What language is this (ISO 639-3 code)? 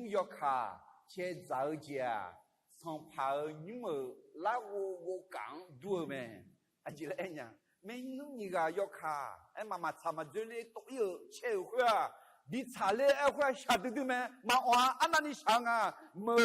ahk